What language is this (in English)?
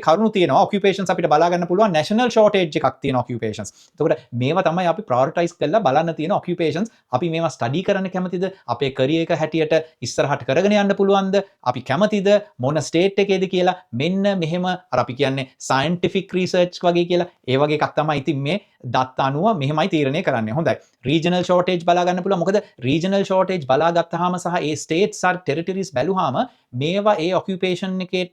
Sinhala